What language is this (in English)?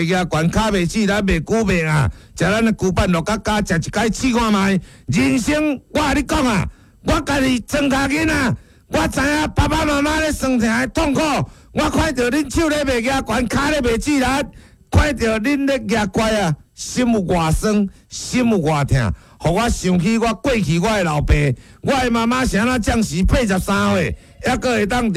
Min Nan Chinese